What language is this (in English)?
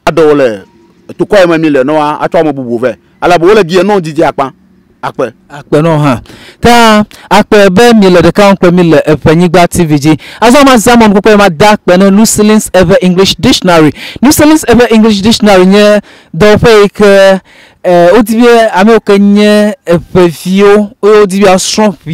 Ewe